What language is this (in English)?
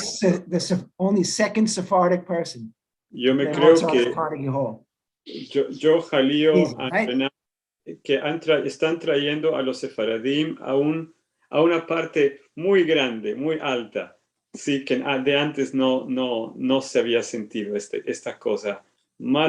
Ladino